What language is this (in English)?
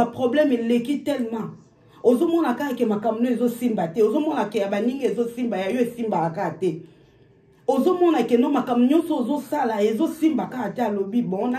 Lingala